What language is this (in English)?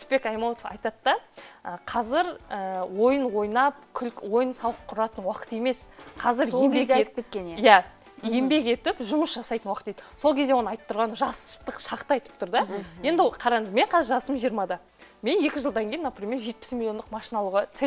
Kazakh